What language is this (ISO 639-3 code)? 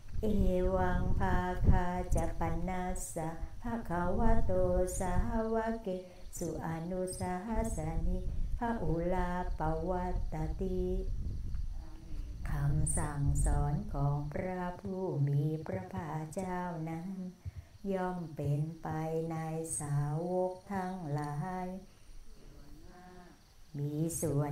tha